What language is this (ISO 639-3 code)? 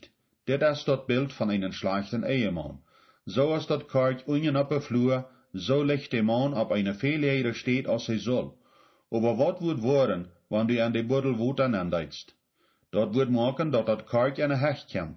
pdt